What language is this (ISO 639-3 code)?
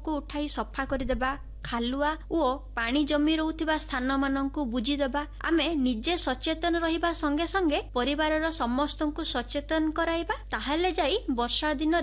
ori